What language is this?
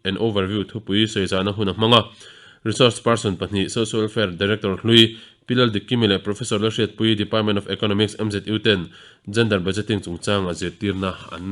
Mizo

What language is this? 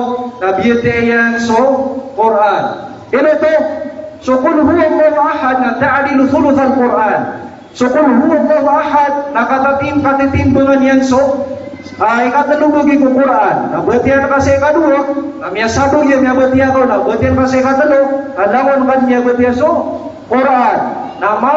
Maranao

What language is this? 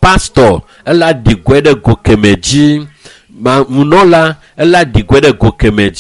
Ewe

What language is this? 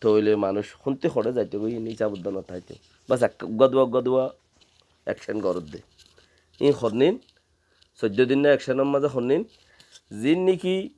Rohingya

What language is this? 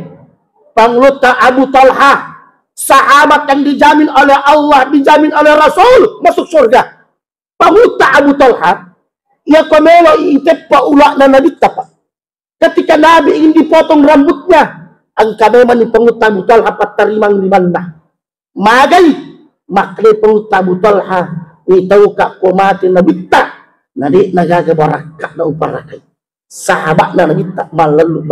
Buginese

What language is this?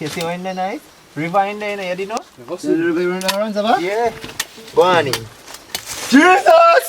Jamaican Creole English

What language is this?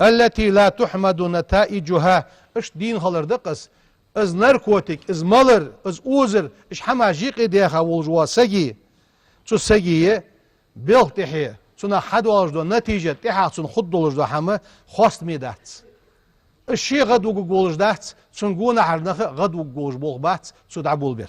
Ingush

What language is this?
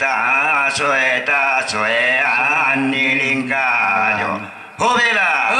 Toraja-Sa'dan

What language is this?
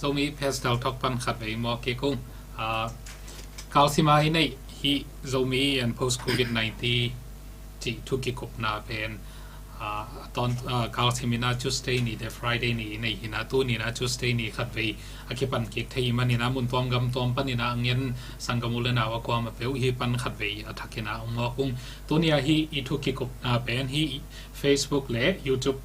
Tedim Chin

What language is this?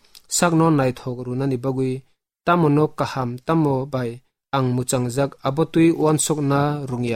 Kok Borok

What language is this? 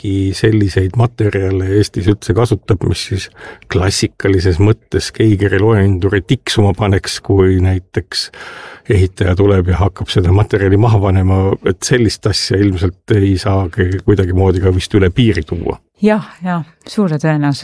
Estonian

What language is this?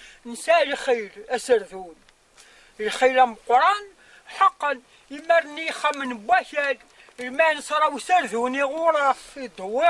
Kabyle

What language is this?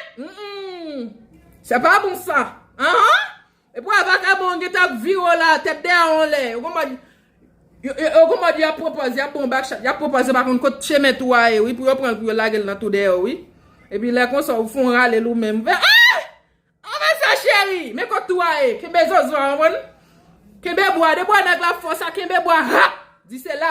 Haitian Creole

